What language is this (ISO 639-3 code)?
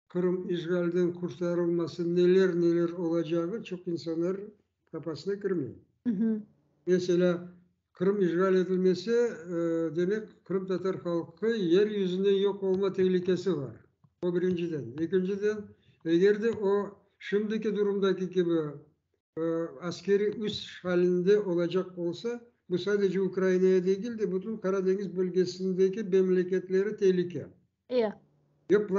crh